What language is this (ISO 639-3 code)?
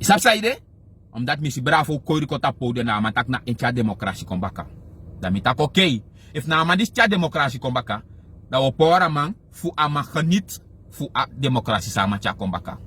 srn